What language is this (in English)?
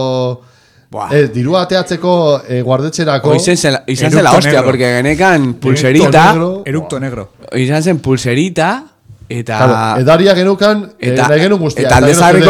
Basque